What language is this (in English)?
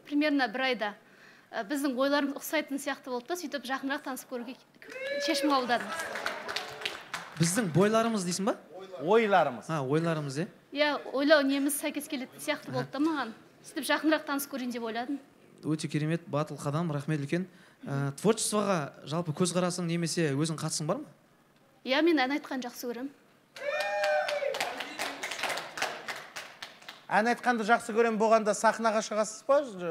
Kazakh